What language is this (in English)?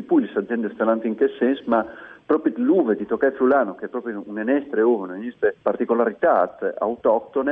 Friulian